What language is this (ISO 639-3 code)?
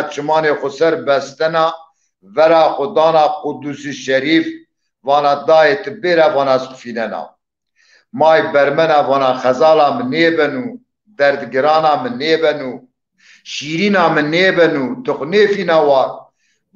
zza